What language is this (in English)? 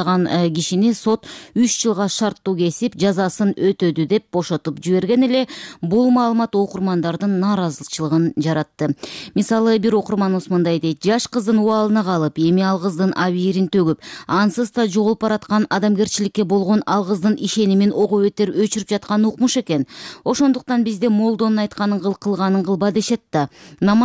Kyrgyz